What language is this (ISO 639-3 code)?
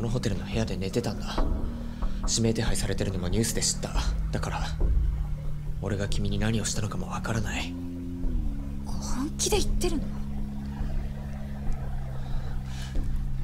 jpn